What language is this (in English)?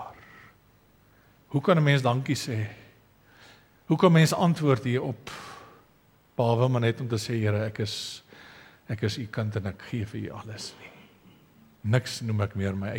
Afrikaans